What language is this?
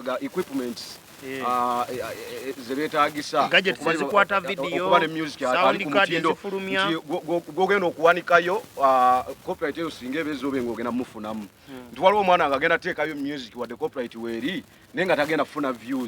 Ganda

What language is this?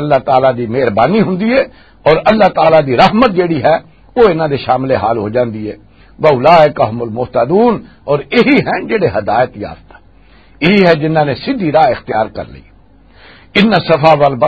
Western Panjabi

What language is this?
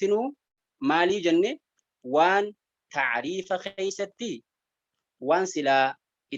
Oromo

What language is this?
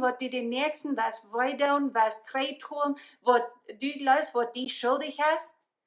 Plautdietsch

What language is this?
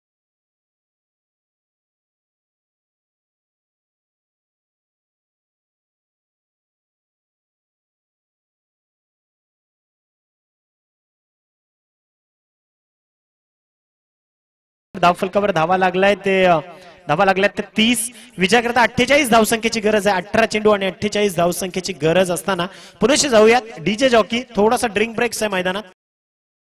Marathi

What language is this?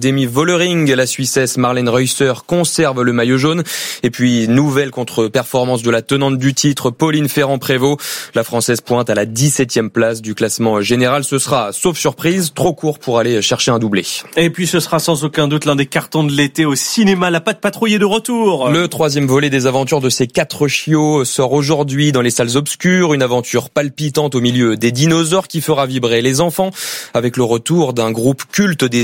French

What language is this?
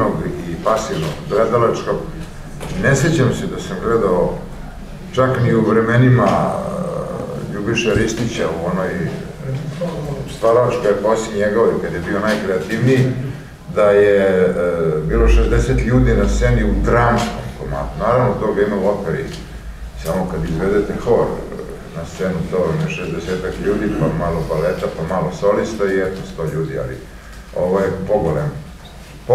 Serbian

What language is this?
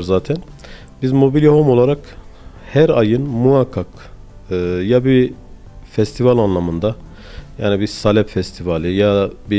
Turkish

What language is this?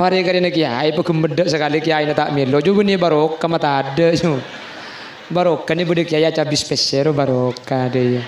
Madurese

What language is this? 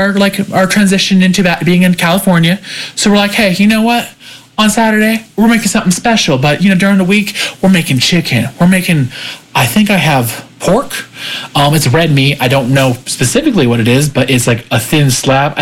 English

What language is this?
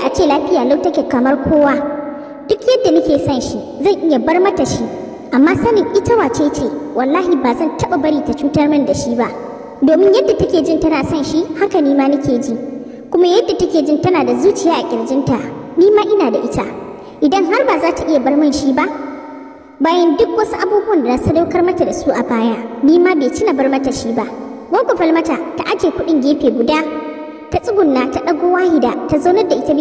Hausa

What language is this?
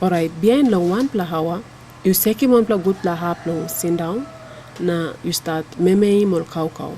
Tok Pisin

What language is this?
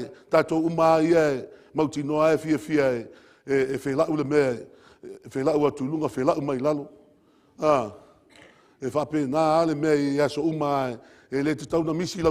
Samoan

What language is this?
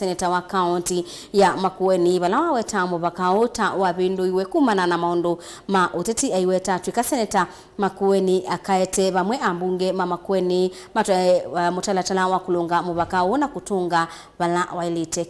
Kamba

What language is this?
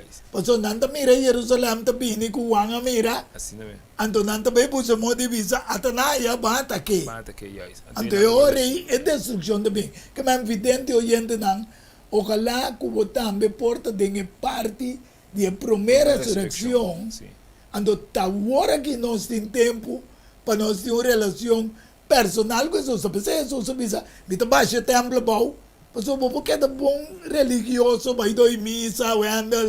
Papiamento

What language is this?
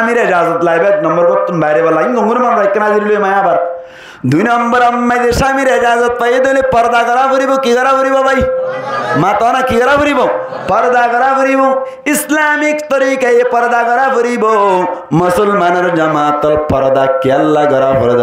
Rohingya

